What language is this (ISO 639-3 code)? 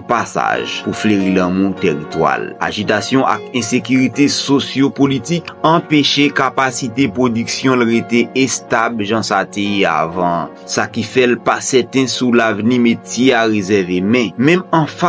hat